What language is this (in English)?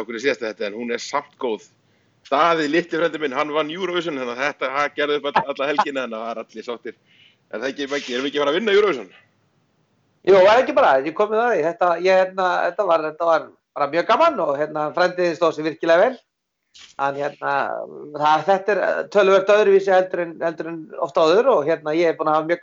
Icelandic